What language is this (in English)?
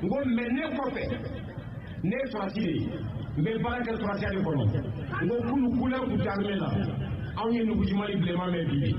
Bambara